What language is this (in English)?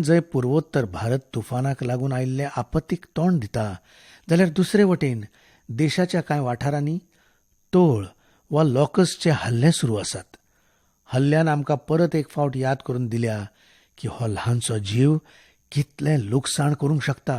Konkani